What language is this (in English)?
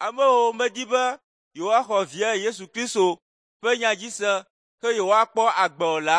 Ewe